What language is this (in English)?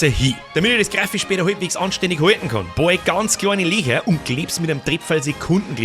Bavarian